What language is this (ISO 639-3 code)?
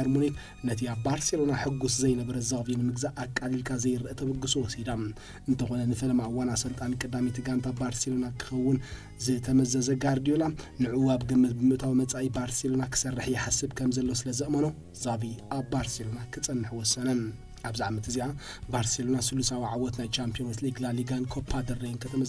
tir